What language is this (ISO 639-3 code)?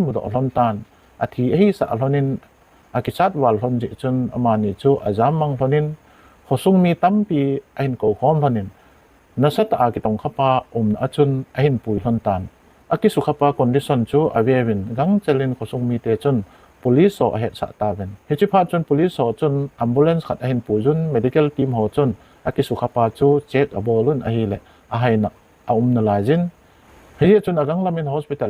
tcz